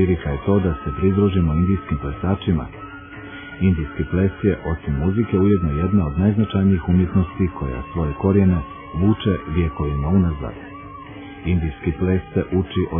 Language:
Croatian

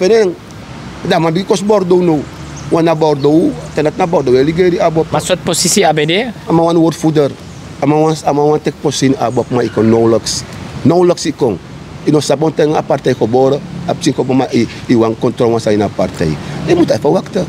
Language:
Sranan Tongo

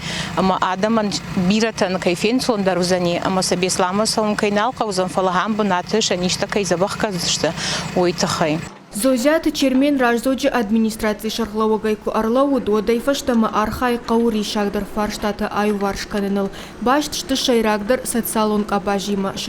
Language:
Ossetic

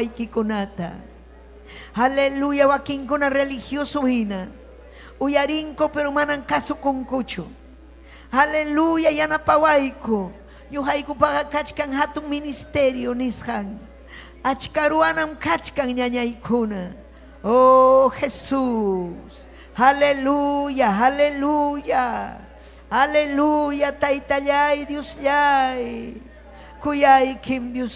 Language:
Ayacucho Quechua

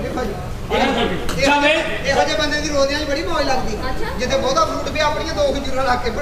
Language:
Punjabi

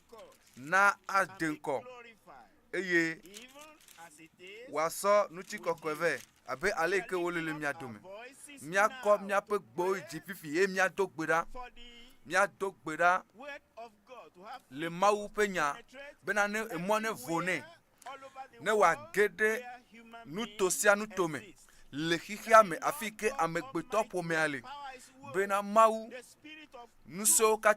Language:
Ewe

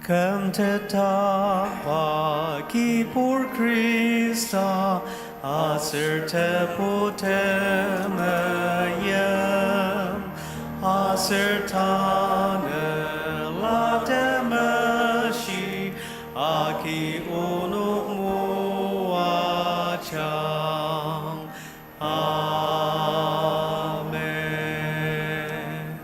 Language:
Ao Naga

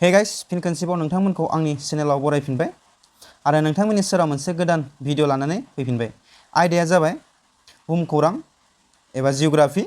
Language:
Bodo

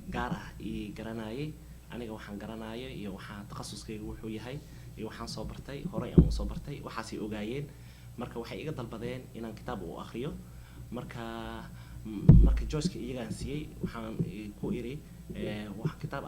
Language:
Somali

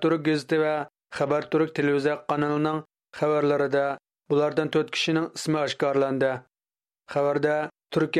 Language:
Uyghur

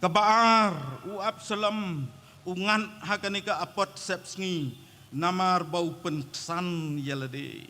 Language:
Khasi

